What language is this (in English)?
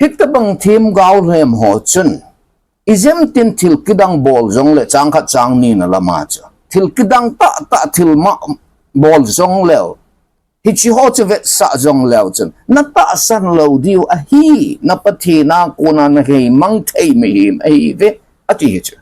Thado Chin